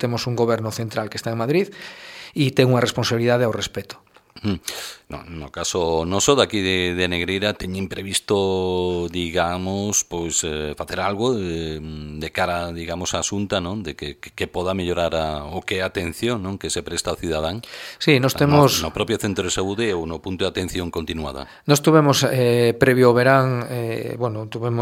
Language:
Galician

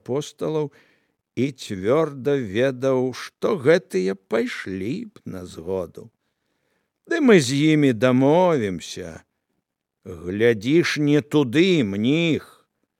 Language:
Belarusian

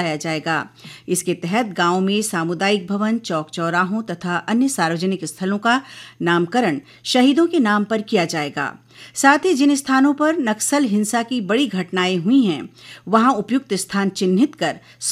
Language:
Hindi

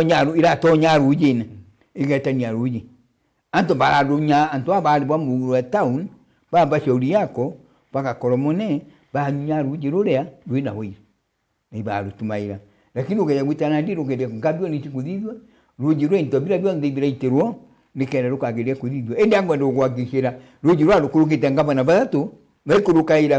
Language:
Meru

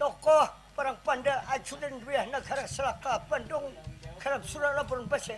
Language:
Banjar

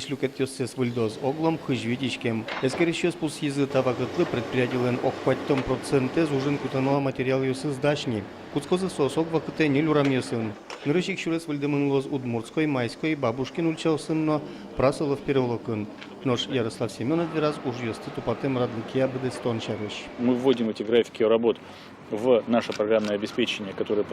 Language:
Udmurt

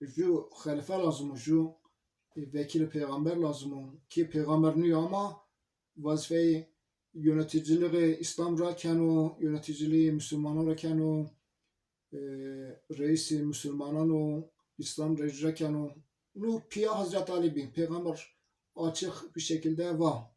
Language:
Zaza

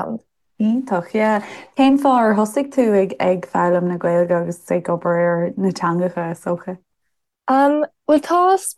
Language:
Irish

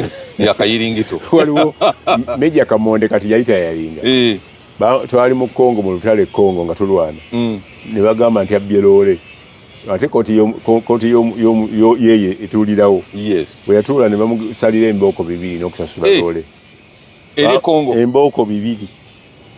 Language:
Ganda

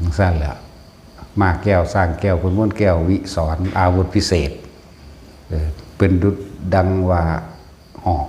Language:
Northeastern Thai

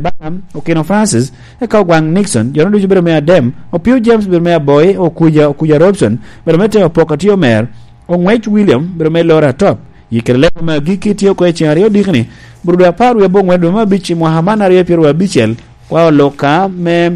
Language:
Lango (Uganda)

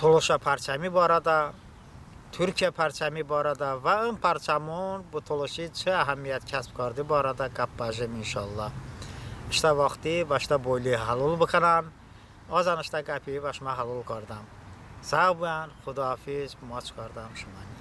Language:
Talysh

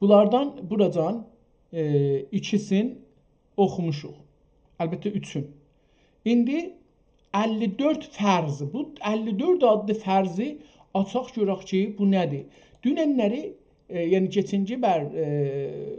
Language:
South Azerbaijani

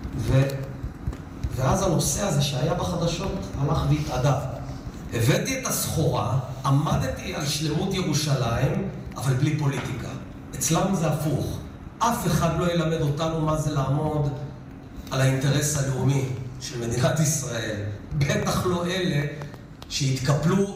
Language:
Hebrew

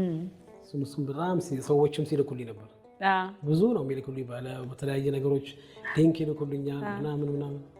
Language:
Amharic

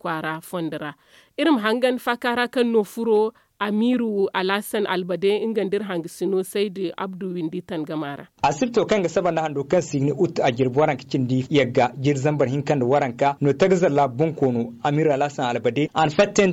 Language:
Zarma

